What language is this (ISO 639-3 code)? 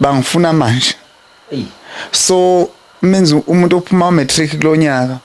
zul